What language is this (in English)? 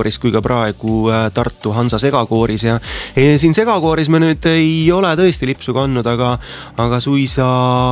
Estonian